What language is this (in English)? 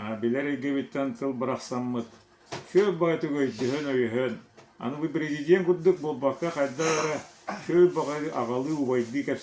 Yakut